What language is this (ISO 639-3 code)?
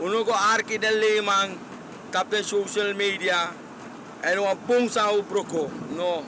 srn